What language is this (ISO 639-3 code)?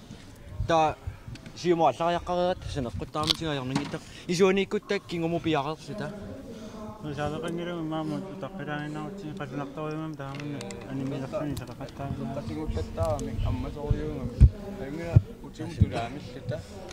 kal